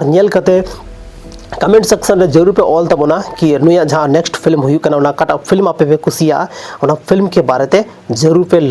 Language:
Santali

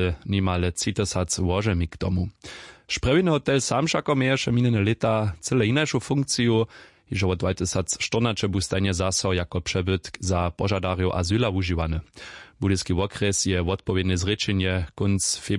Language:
Upper Sorbian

